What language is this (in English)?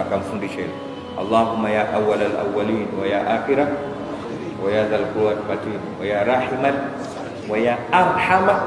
Swahili